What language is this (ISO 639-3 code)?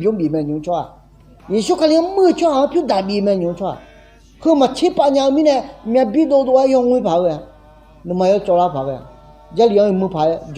ahk